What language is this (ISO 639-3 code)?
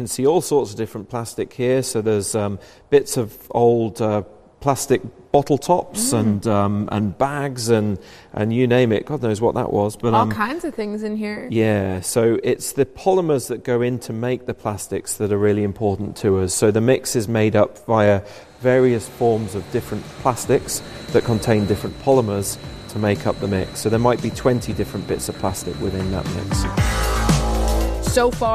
eng